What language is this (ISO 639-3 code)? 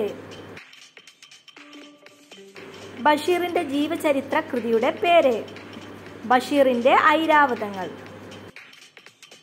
mal